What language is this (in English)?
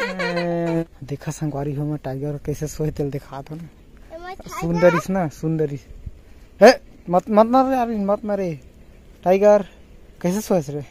Chhattisgarhi